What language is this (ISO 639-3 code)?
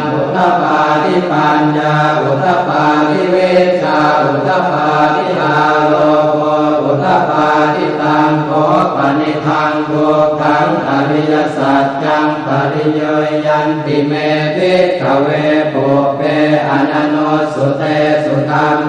pli